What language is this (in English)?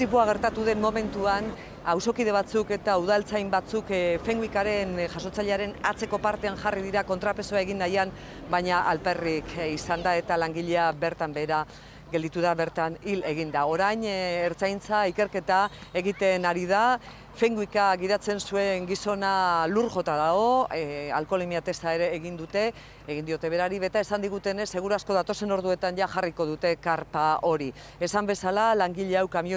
Basque